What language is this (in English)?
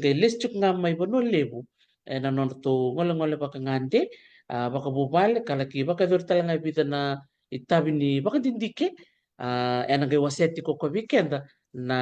Fijian